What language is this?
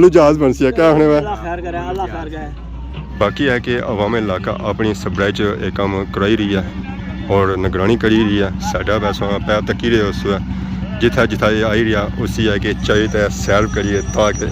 Pahari-Potwari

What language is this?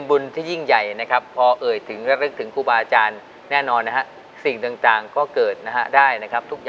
Thai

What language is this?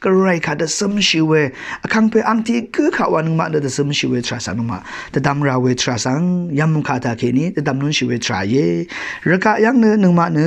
Rawang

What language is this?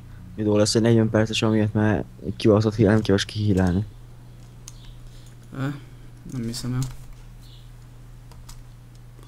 Hungarian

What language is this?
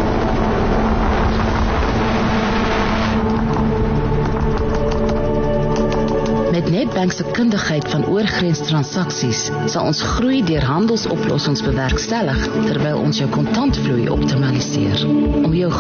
Afrikaans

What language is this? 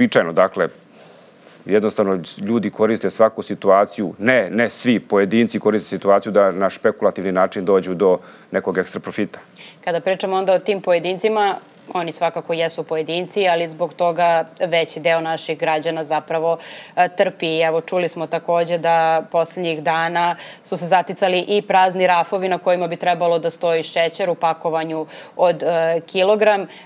Serbian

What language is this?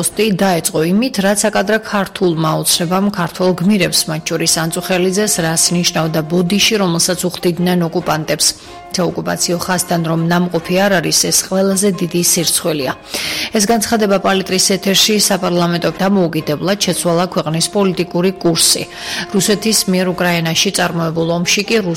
Georgian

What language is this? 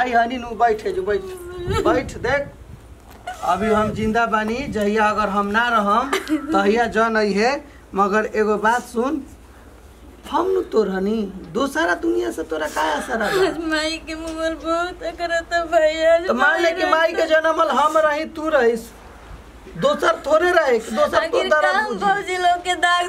Bhojpuri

